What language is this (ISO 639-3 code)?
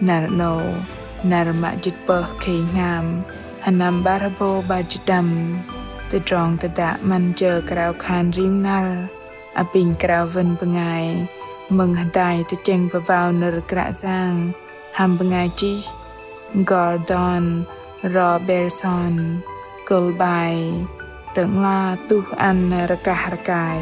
bdq